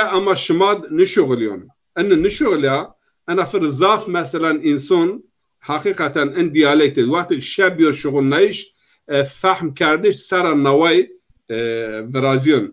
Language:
Zaza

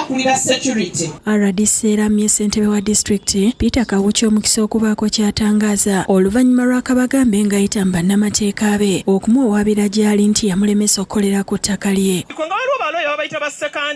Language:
Ganda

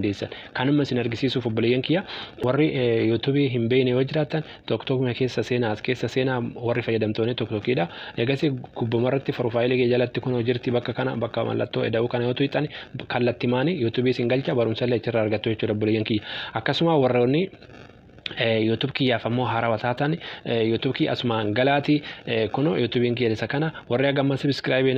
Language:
Oromo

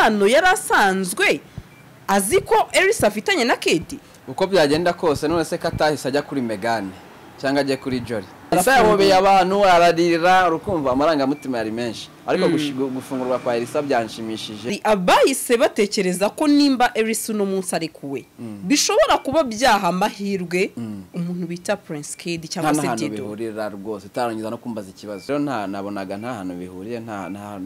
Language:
Kinyarwanda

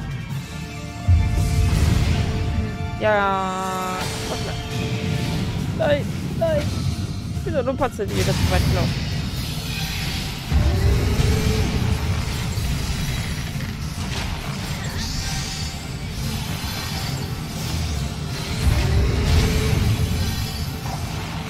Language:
German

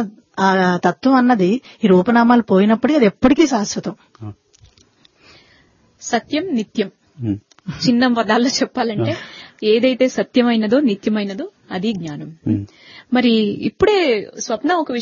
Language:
Telugu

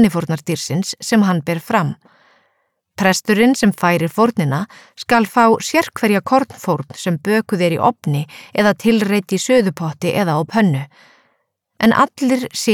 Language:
Icelandic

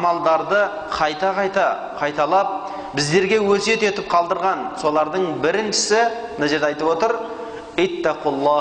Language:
Kazakh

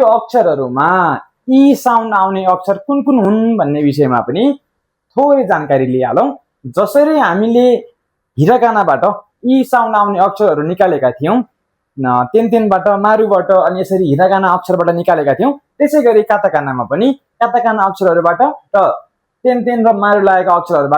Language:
Nepali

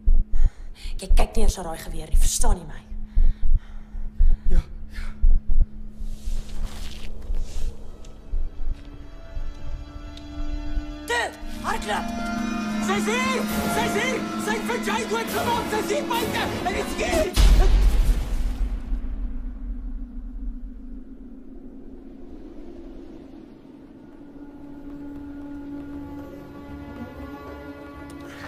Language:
Afrikaans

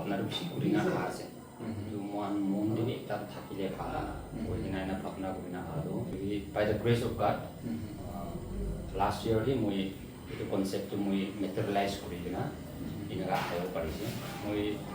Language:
Naga Pidgin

